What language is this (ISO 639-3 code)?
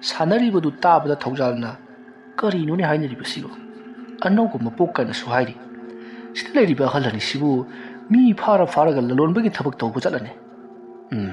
mni